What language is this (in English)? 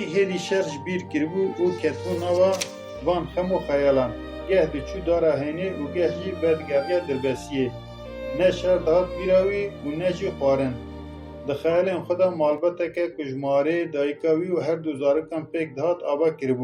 Kurdish